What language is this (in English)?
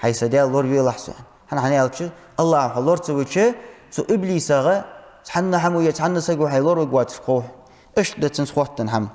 Ingush